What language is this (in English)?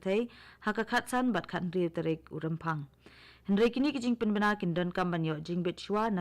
Khasi